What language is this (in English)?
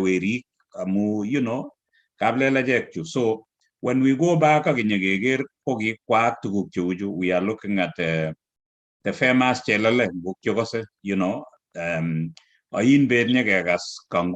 Kalenjin